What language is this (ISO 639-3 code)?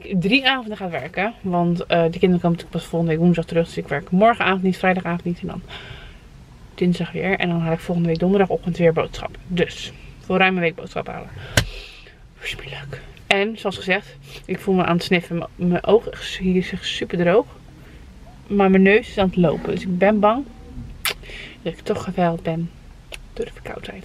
nld